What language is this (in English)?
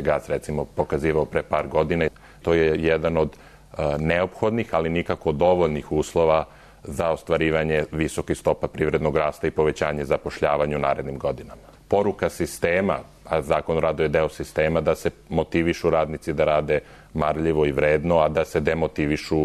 Serbian